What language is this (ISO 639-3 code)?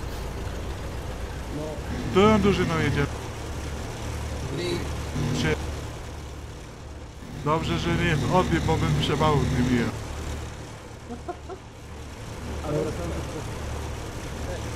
pol